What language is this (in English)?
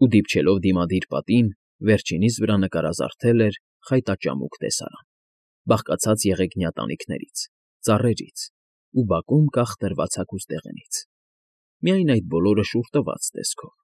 Armenian